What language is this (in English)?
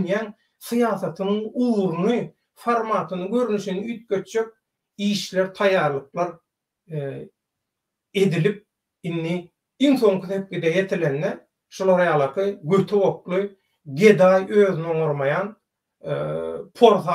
Turkmen